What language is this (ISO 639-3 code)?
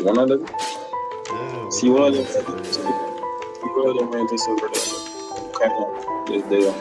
jam